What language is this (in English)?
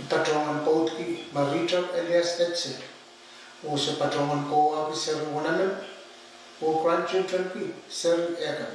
Pohnpeian